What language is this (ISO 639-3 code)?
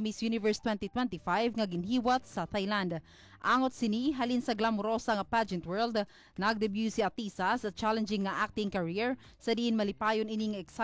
hil